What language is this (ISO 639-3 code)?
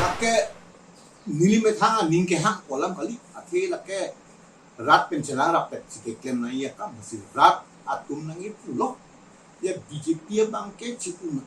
mjw